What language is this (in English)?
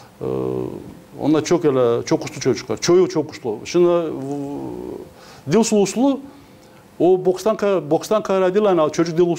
Gagauz